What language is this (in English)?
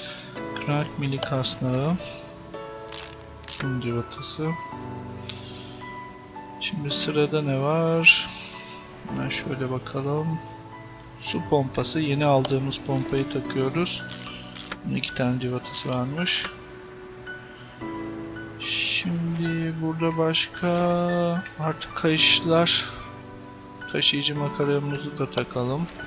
Turkish